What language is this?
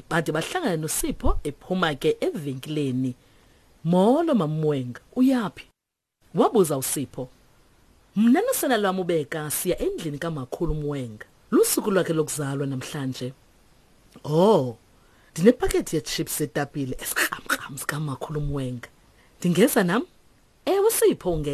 Xhosa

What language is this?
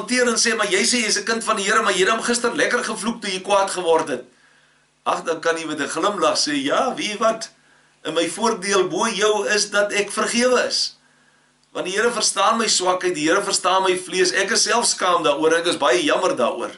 Afrikaans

